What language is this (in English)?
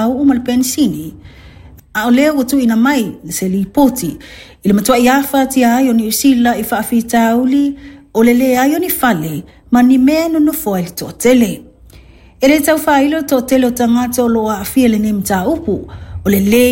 Samoan